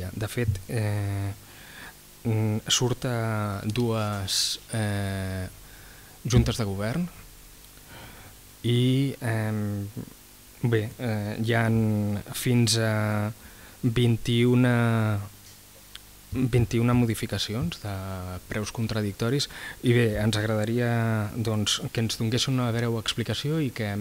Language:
Catalan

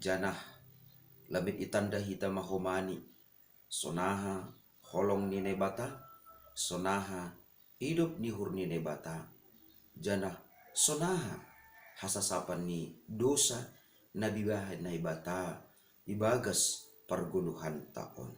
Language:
Batak Simalungun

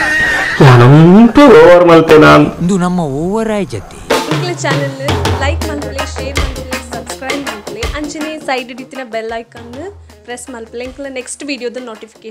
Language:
Tulu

